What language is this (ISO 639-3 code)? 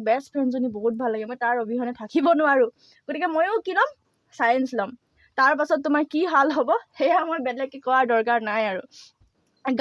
asm